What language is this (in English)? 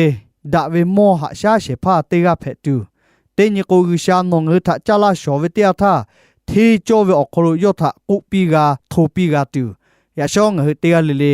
Lahu